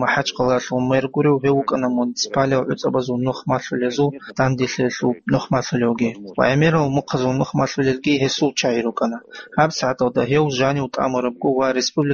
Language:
Avaric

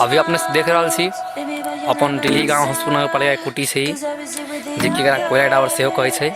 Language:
Maithili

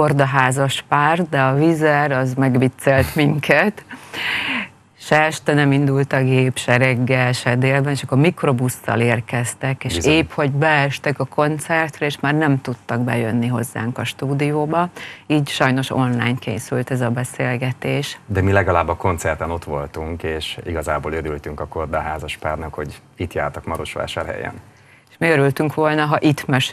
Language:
Hungarian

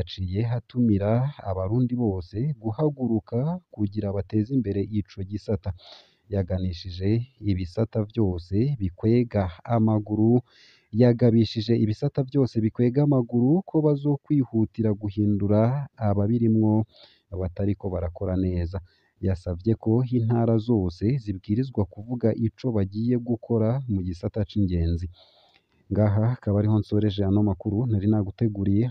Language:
Rundi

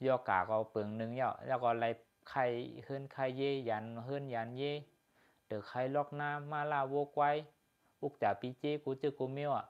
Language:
Shan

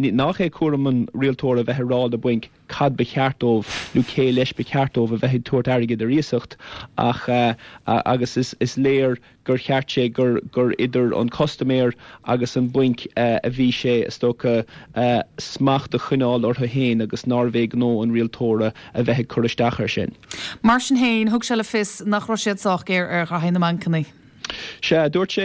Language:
Irish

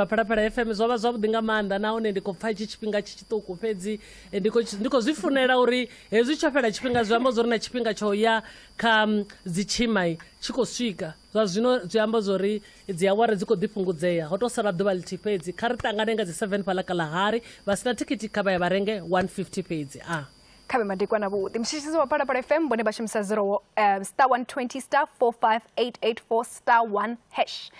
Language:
Venda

